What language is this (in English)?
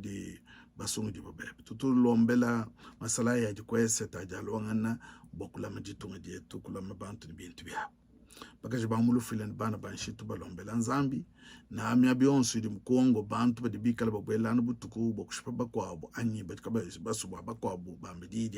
Luba-Lulua